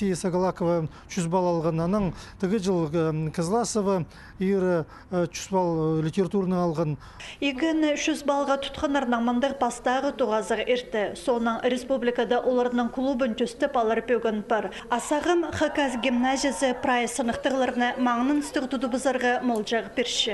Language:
Khakas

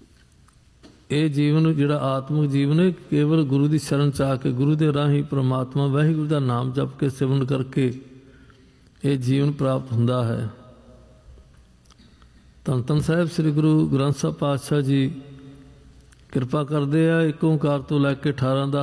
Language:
Punjabi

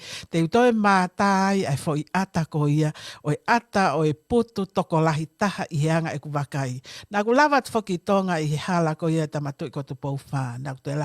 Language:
Tongan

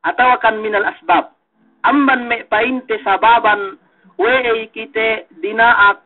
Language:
Yakan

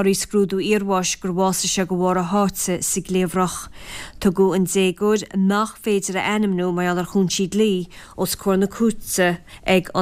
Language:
Irish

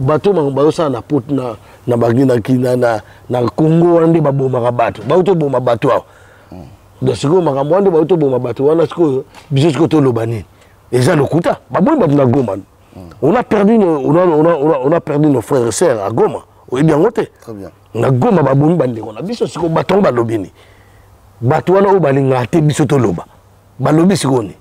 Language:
Lingala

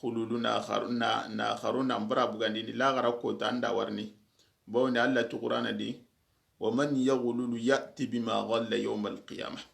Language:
Soninke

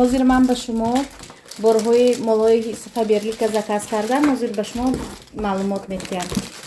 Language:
Tajik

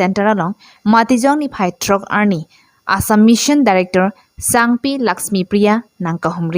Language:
Karbi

